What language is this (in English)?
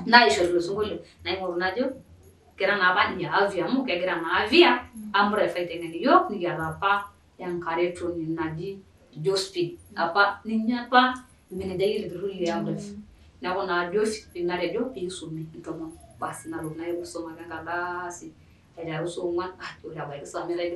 Masai